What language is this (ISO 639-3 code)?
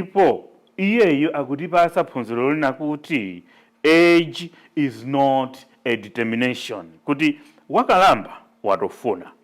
nya